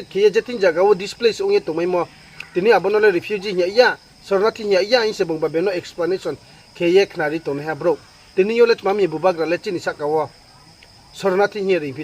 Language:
Riang (India)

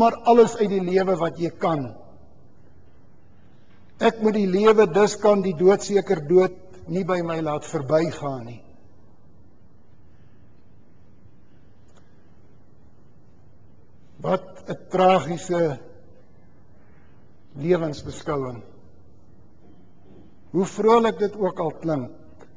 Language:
Afrikaans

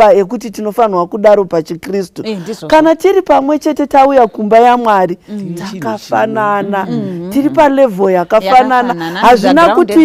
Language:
Shona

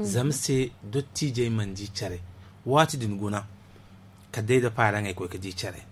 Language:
Zarma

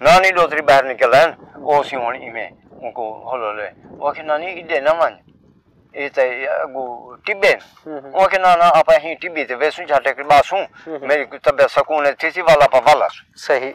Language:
Saraiki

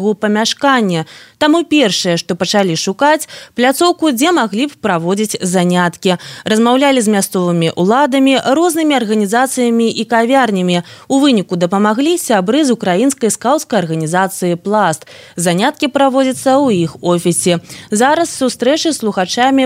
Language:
Belarusian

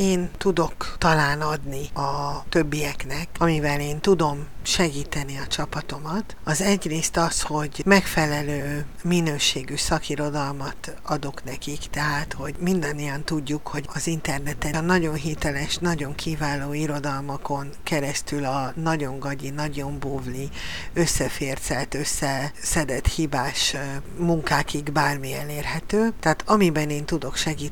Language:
Hungarian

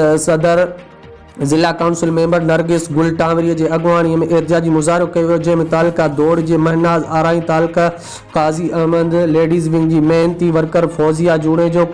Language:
Sindhi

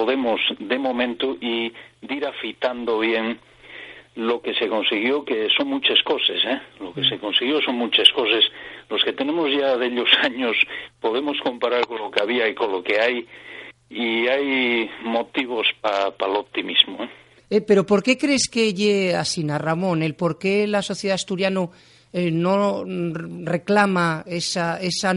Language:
Asturian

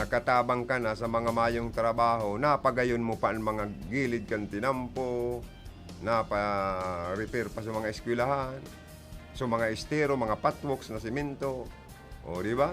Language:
Bikol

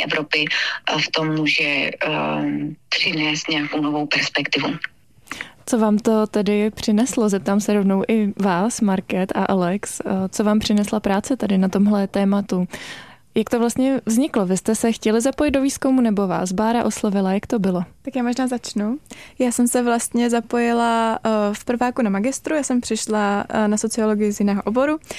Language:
Czech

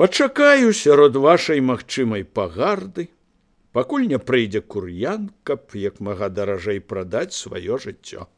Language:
Belarusian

